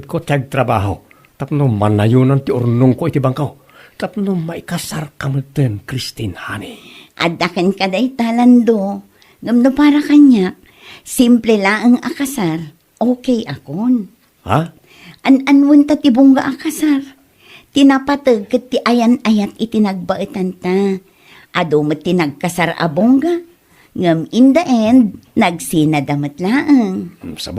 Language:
Iloko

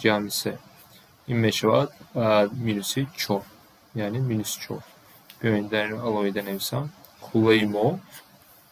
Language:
Tajik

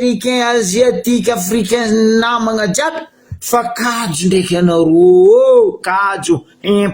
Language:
Malagasy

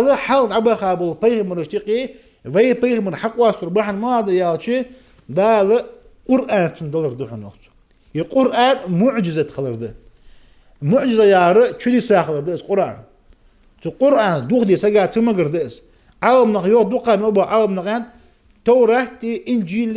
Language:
Ingush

